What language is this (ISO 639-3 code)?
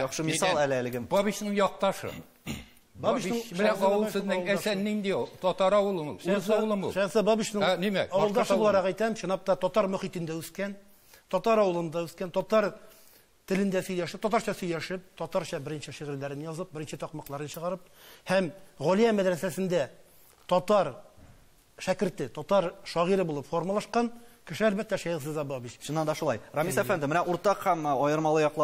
tat